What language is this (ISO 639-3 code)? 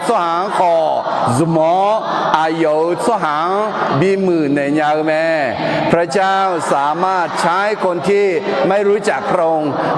ahk